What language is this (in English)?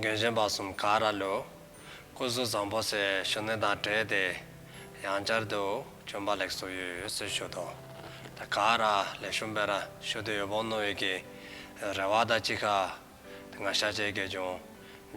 Dzongkha